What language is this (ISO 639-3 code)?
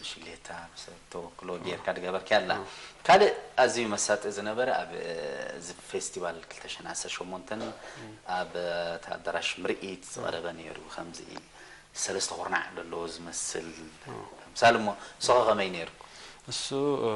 tir